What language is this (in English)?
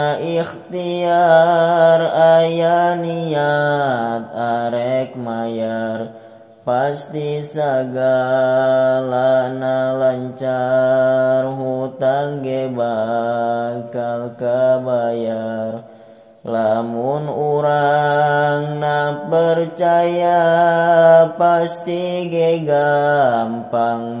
Sundanese